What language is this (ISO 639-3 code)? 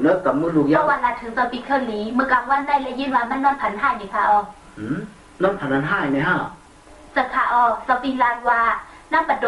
shn